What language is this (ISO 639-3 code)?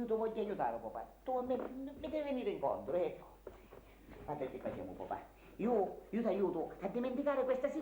scn